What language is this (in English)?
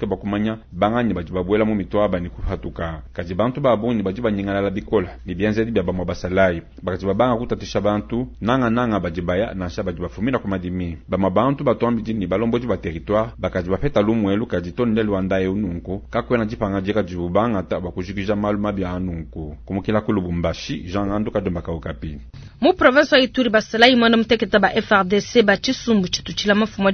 Luba-Lulua